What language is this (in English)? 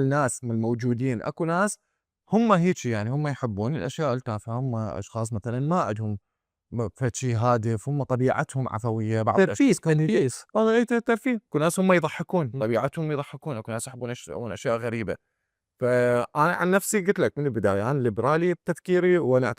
Mesopotamian Arabic